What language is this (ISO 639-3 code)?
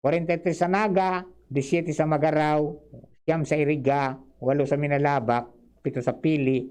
bik